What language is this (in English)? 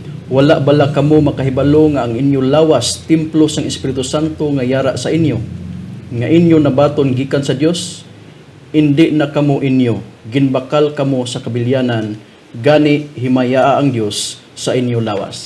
Hiligaynon